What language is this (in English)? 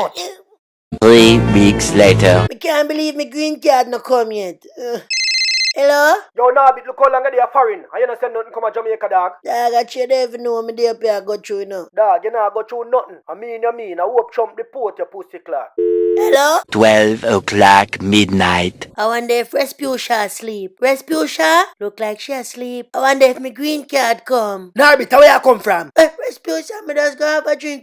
Jamaican Creole English